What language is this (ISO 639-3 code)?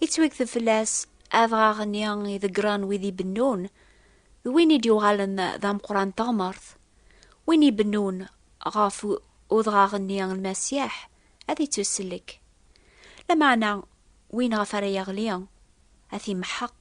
kab